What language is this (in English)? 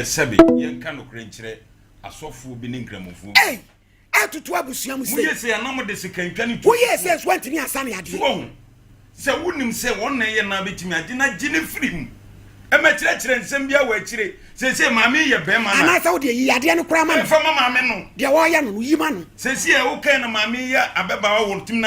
Akan